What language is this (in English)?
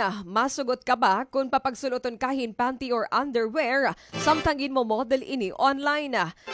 Waray